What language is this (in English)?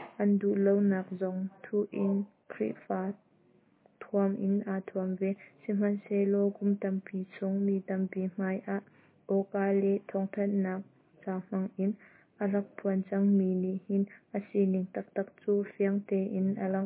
Hakha Chin